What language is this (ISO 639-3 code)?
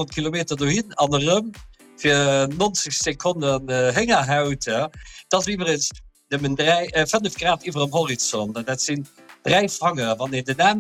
ltz